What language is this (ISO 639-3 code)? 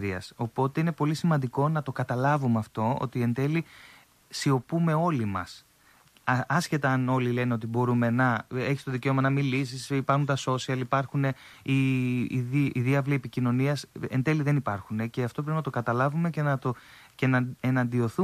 ell